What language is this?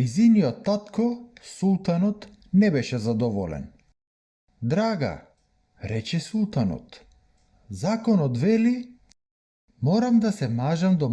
Macedonian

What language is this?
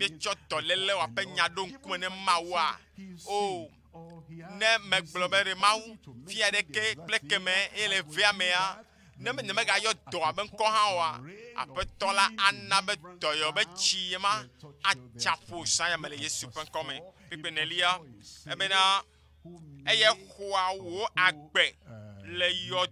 Ewe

